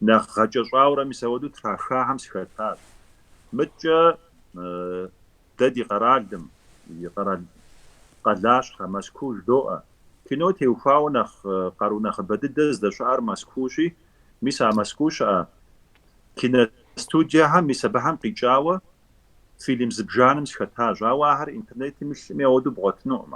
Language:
Kabardian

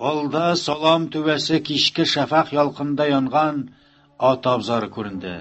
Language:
Tatar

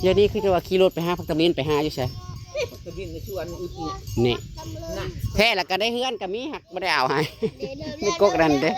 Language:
Northeastern Thai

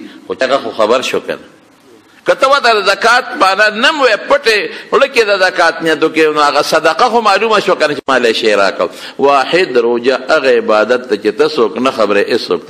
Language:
Pashto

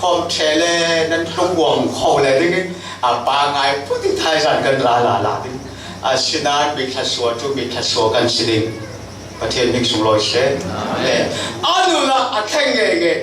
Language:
Falam Chin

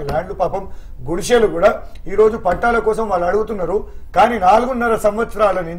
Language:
Telugu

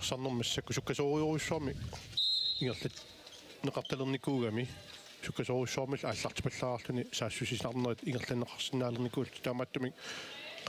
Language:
Kalaallisut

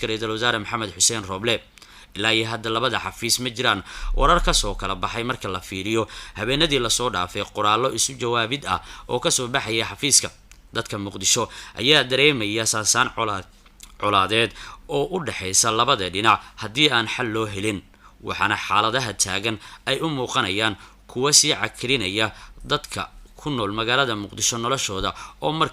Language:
Somali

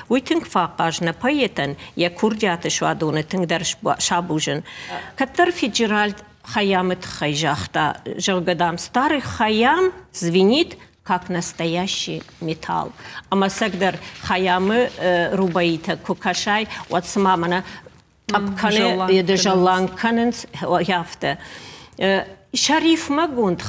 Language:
Ossetic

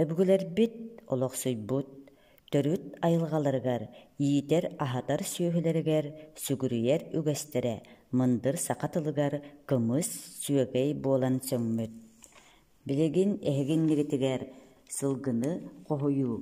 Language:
Yakut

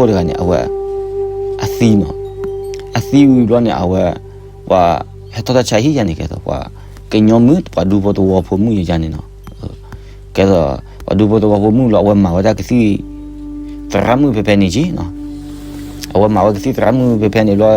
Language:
S'gaw Karen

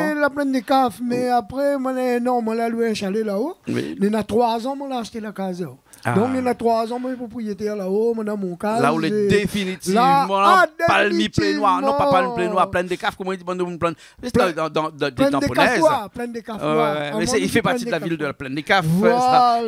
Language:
Réunion Creole French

